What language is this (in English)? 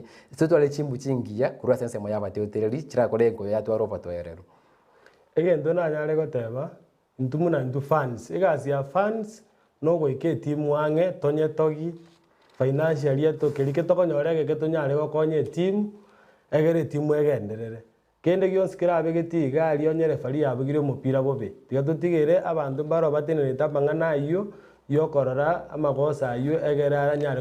Gusii